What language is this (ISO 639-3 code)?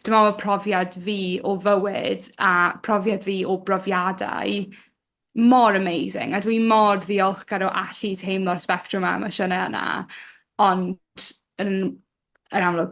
cym